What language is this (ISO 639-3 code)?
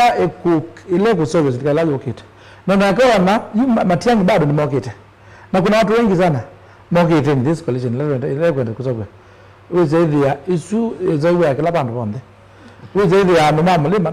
kam